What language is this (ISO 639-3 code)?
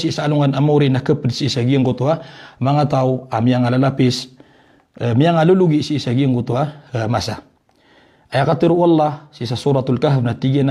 mrw